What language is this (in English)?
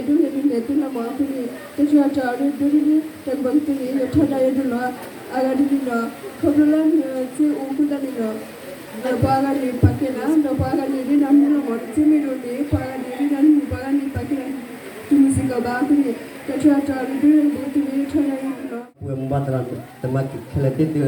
S'gaw Karen